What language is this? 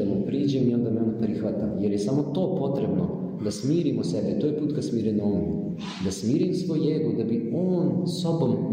Serbian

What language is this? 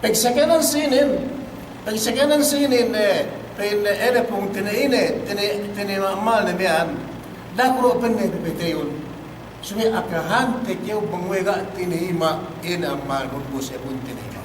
Yakan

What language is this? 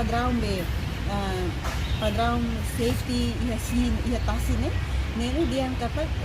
Tetum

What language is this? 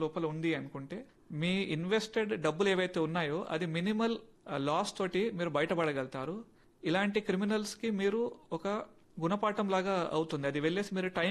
Telugu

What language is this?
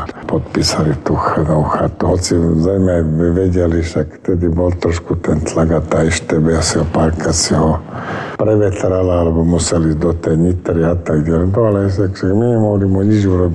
Slovak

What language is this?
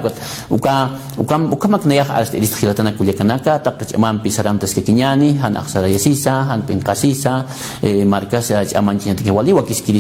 Aymara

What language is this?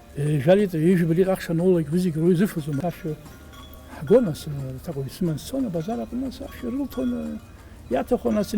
Abkhazian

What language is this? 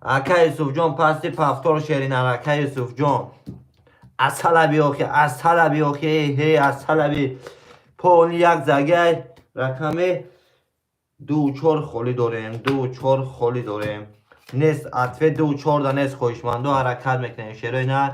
Tajik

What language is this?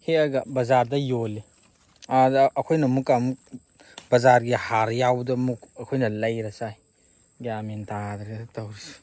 Manipuri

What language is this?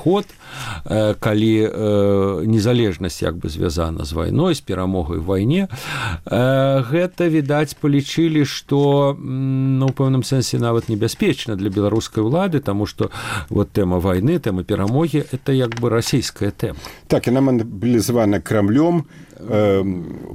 Belarusian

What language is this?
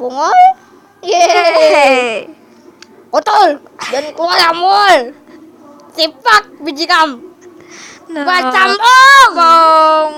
Banjar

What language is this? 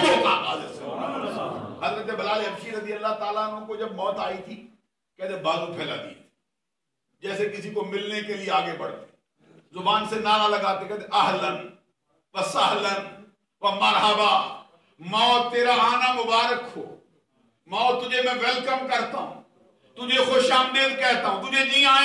Urdu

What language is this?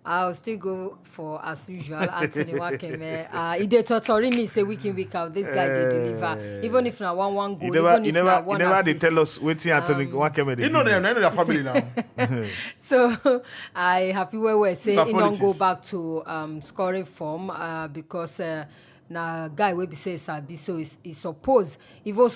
Nigerian Pidgin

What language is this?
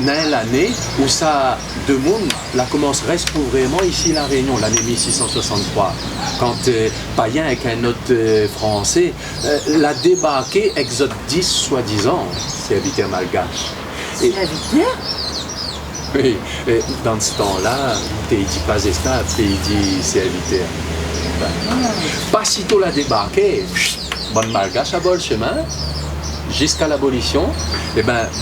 Réunion Creole French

